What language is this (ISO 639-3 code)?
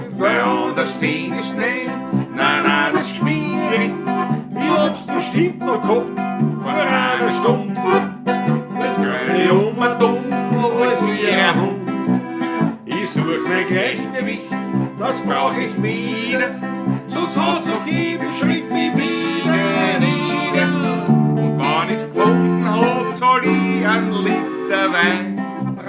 bar